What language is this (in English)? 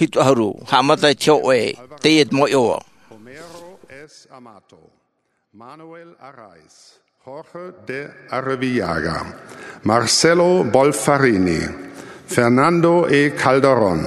Tahitian